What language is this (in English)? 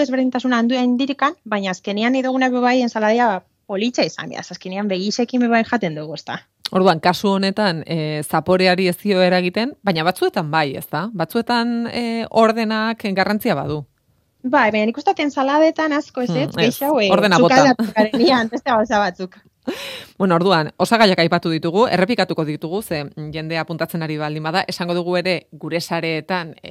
Basque